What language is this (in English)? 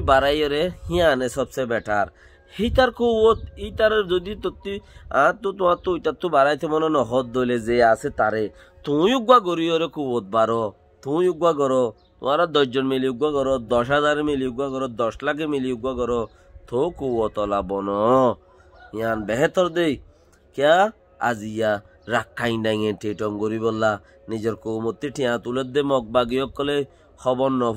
Rohingya